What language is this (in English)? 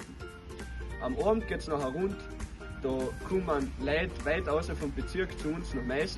Bavarian